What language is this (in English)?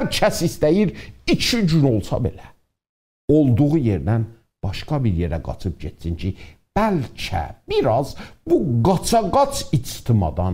South Azerbaijani